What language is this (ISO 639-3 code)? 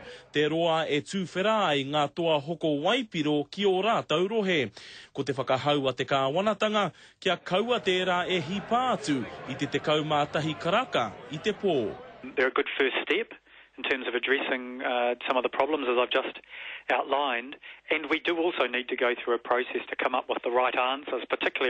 mri